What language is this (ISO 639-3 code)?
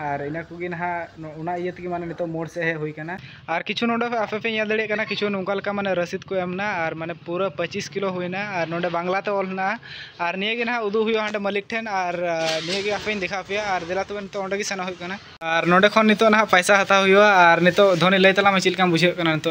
sat